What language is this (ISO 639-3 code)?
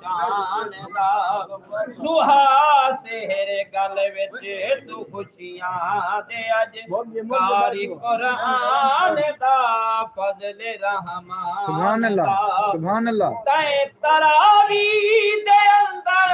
skr